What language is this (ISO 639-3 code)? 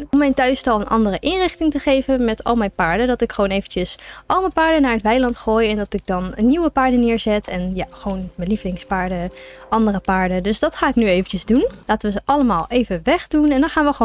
nld